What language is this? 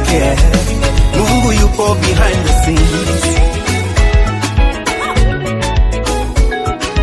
Swahili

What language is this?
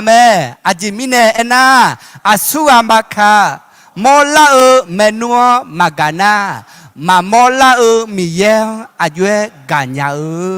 Akha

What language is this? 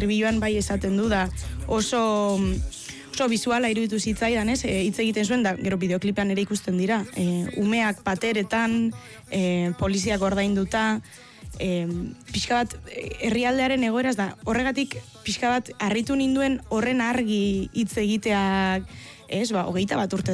Basque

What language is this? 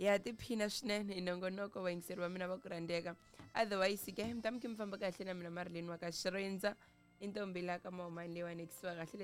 Tsonga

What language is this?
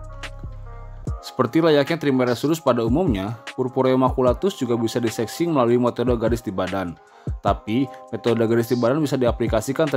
Indonesian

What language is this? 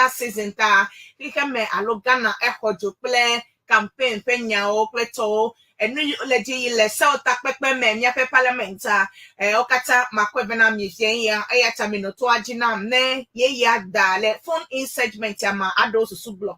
Ewe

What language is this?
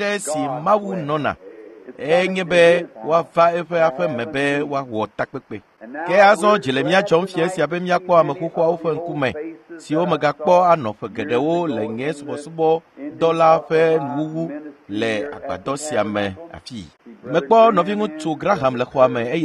Ewe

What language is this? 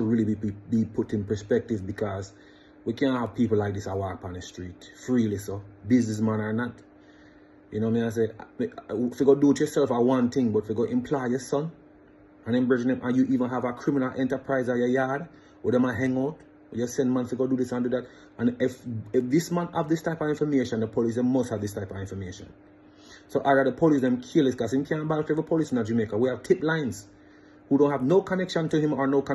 Jamaican Creole English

